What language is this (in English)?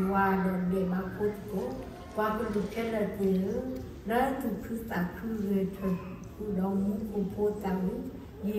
S'gaw Karen